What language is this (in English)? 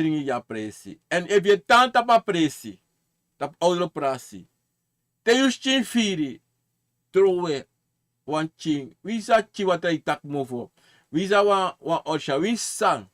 Sranan Tongo